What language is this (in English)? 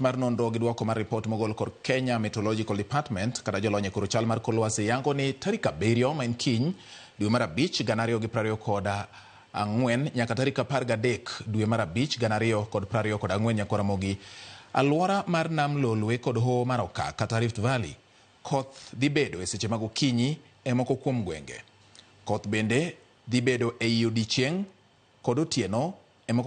Luo (Kenya and Tanzania)